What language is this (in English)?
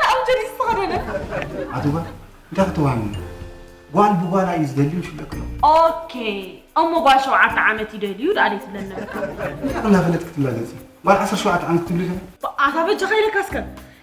Tigrinya